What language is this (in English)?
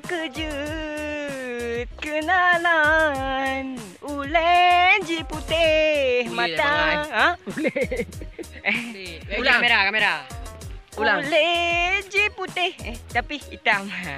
Achinese